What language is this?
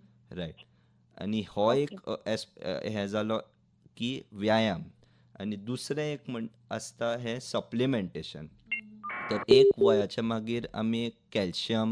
Konkani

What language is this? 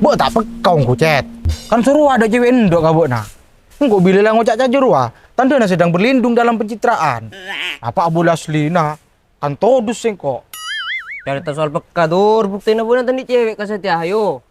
Madurese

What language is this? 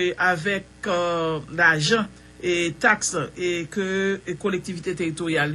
Haitian Creole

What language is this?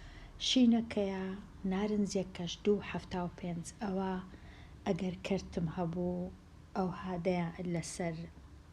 Central Kurdish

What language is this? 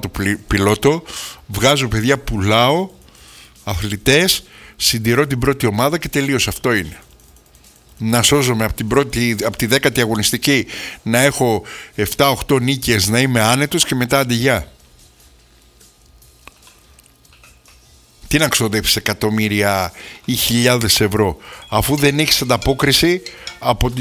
Greek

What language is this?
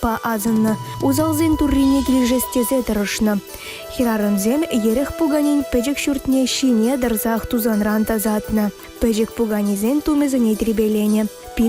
Chuvash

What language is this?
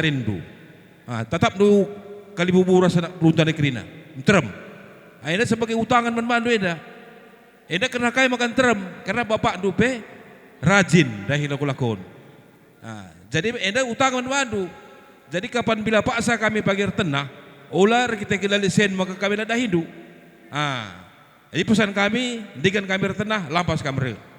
Batak Karo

